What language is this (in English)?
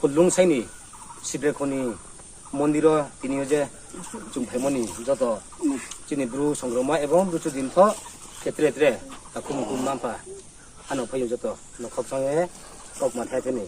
Riang (India)